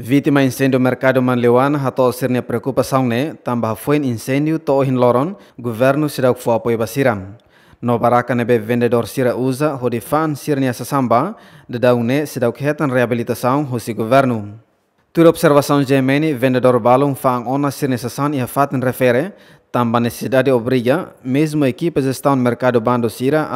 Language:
Tetum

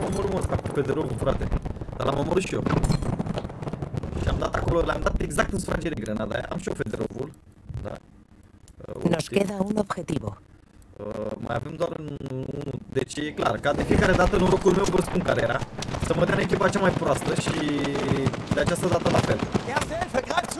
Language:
Romanian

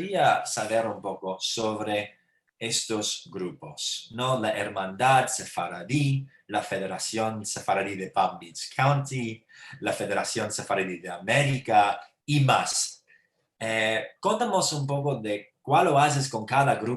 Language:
Ladino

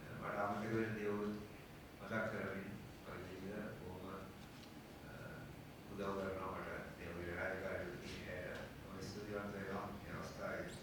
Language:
Sinhala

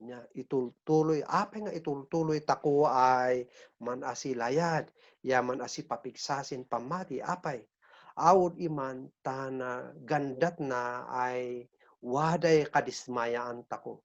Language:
Kankanaey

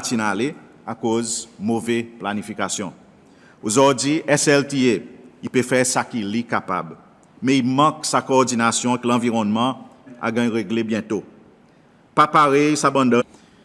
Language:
Seselwa Creole French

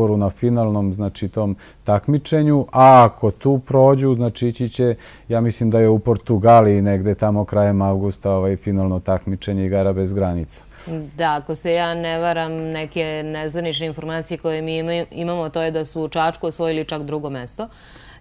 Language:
Serbian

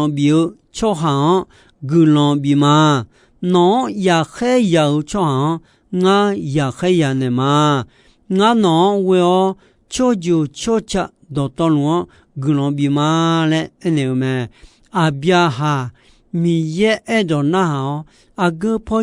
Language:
Akha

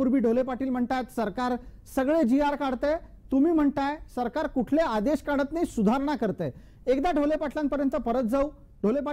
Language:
Marathi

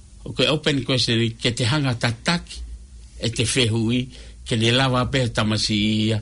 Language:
Tongan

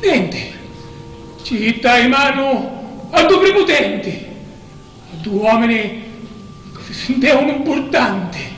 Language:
Sicilian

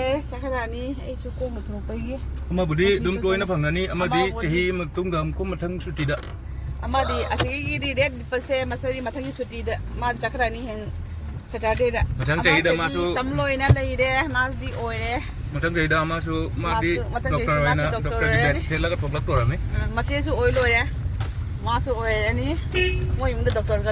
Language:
Manipuri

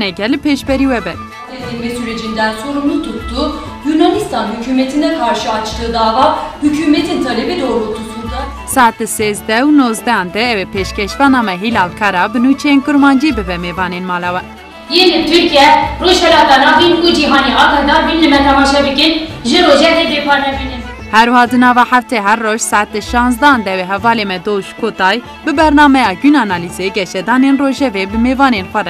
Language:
Kurdish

